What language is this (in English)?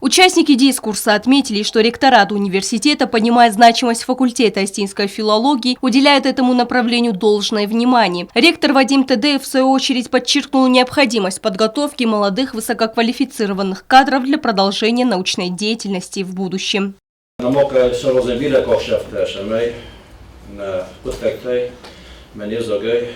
Ossetic